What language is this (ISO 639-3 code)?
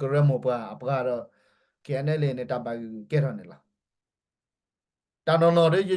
ksw